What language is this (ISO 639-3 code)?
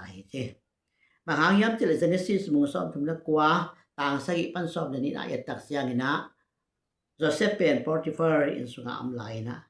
ctd